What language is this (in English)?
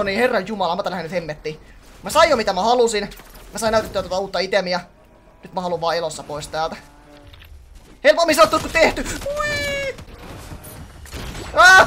Finnish